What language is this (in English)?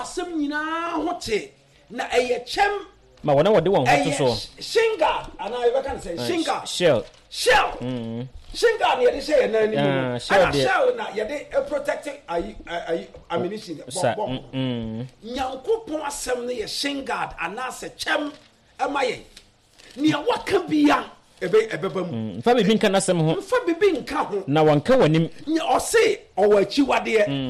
Akan